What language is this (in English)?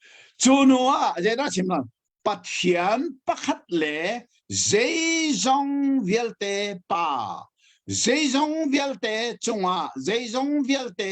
Hakha Chin